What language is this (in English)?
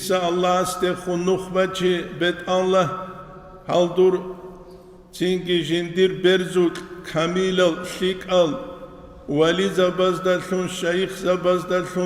Avaric